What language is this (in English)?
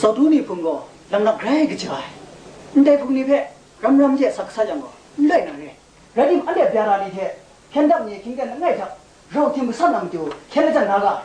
Kachin